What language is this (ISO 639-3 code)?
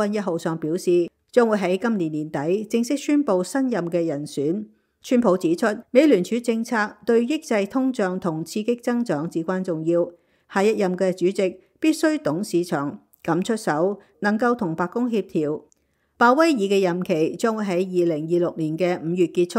yue